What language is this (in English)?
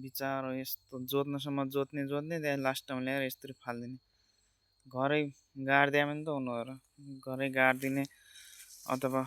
Nepali